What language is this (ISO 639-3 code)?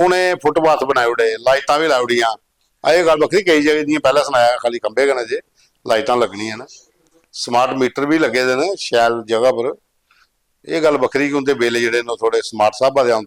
doi